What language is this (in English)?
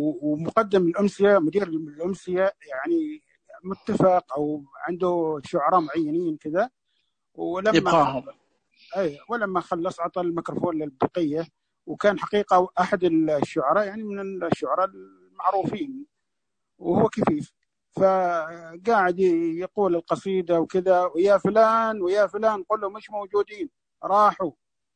Najdi Arabic